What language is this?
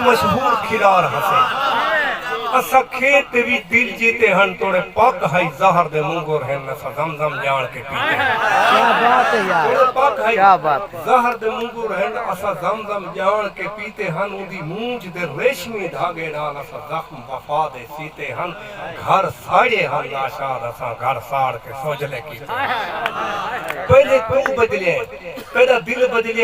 Saraiki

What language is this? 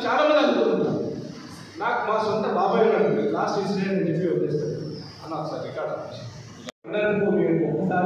Telugu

